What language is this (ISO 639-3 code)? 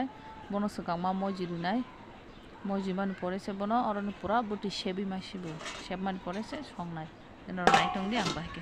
trp